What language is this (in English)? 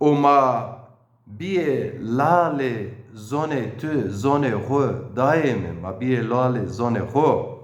Zaza